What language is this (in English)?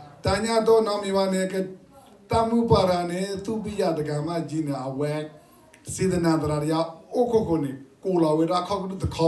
S'gaw Karen